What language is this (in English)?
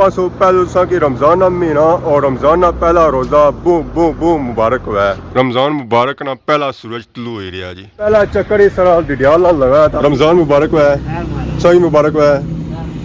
Pahari-Potwari